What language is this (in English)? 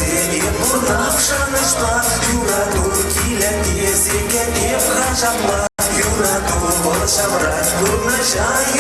Chuvash